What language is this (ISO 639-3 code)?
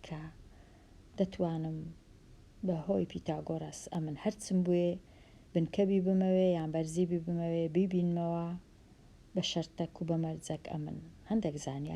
ckb